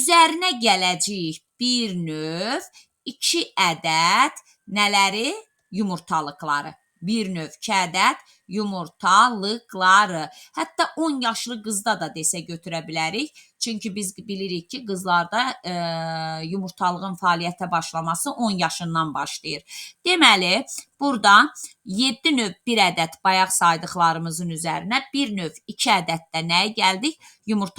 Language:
Azerbaijani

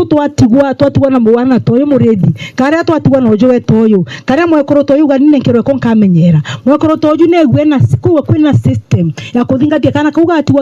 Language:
Meru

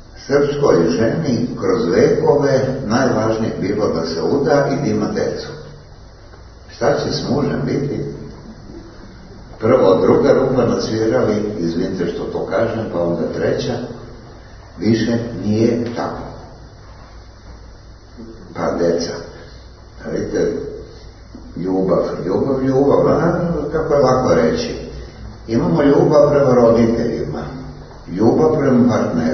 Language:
Serbian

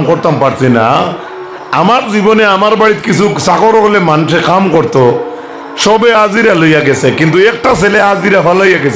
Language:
Sylheti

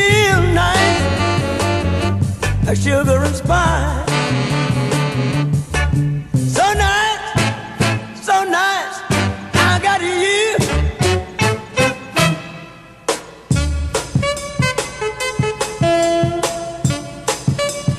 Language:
English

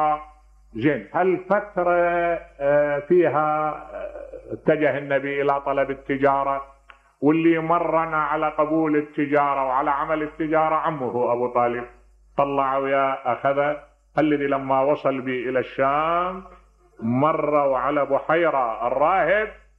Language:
Mesopotamian Arabic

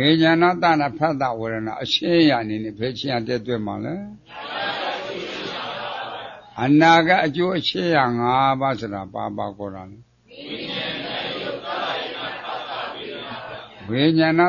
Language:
Burmese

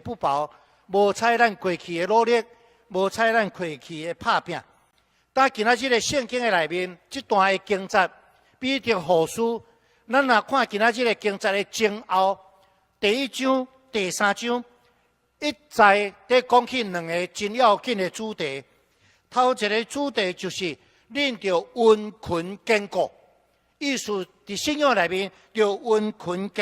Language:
Min Nan Chinese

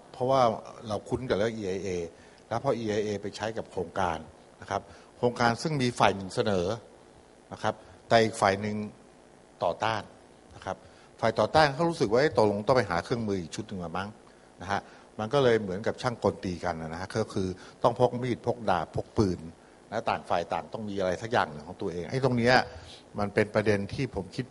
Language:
Thai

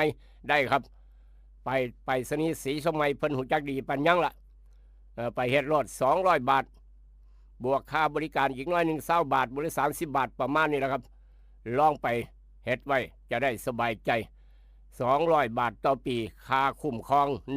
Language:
Northeastern Thai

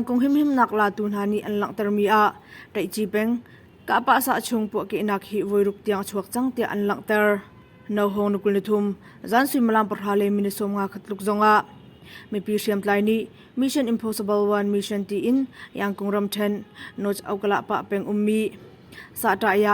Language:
Hakha Chin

